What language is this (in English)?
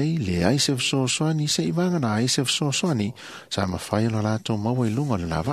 Samoan